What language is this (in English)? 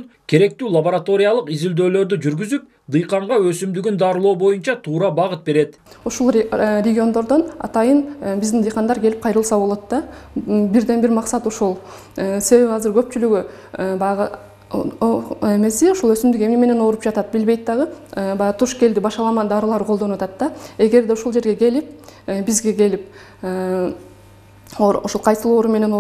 Kyrgyz